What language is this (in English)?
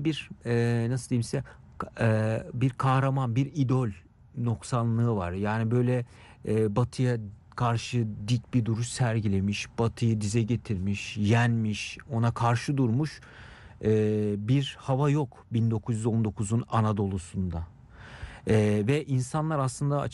Turkish